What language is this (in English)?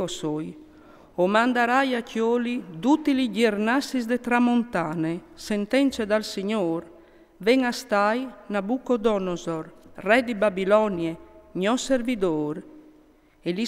Friulian